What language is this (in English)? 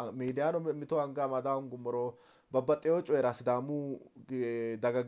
Sidamo